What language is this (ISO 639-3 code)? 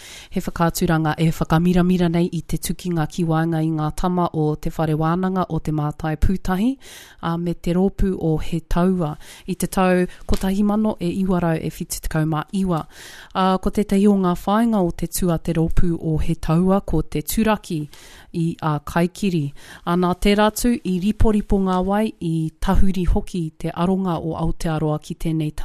mri